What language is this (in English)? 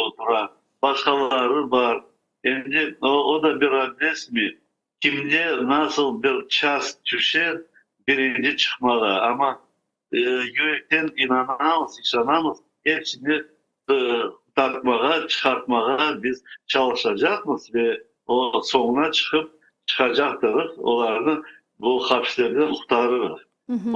Crimean Tatar